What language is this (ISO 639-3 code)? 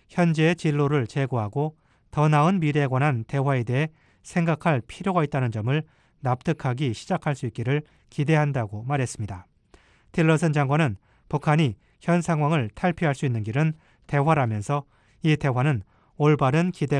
kor